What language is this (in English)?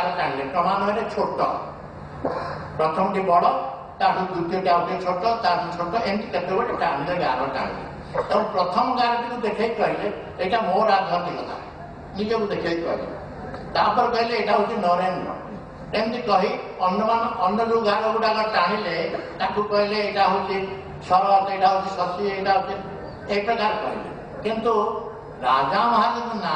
Odia